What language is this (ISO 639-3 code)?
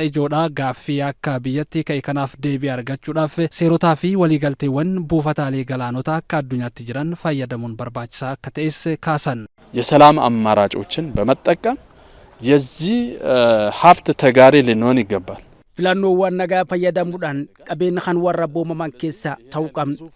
orm